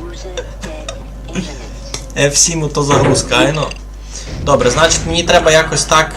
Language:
Rusyn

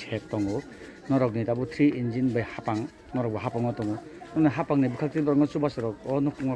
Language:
Kok Borok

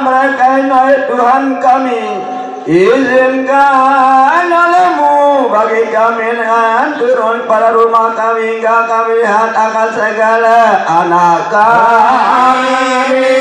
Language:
Sasak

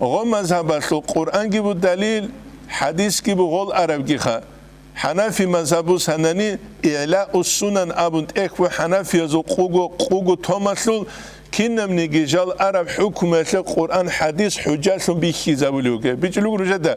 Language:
Avaric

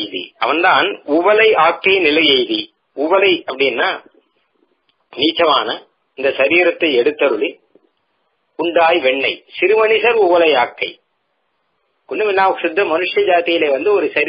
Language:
Tamil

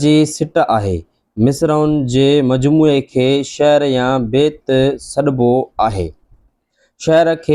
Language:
Sindhi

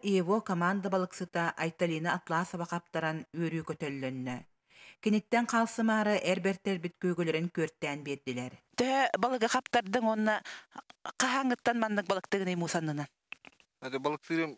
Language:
Yakut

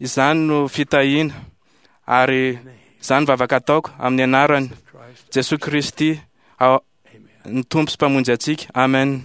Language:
Malagasy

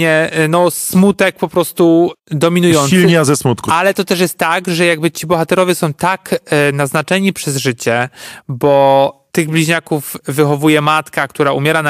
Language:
Polish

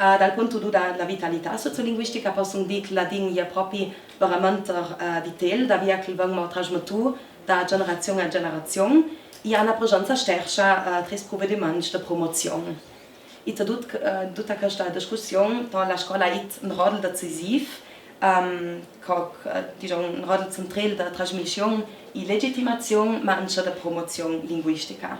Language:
Ladin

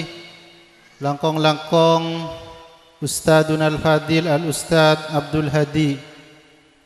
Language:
Madurese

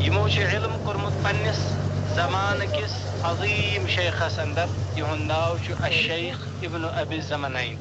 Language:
Kashmiri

